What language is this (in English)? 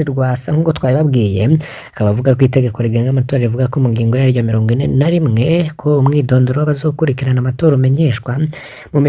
Rundi